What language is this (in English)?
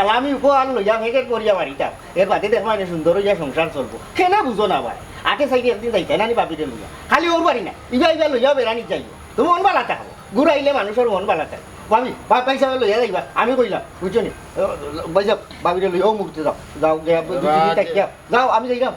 Sylheti